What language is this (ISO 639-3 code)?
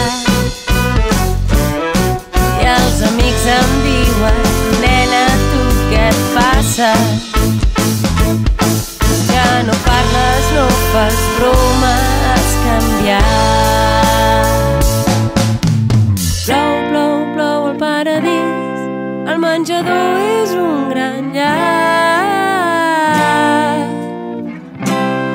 cat